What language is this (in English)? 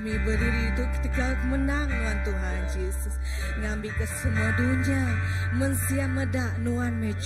Iban